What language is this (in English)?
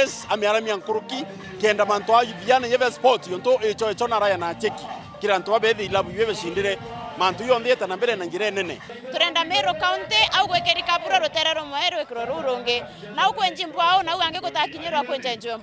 Meru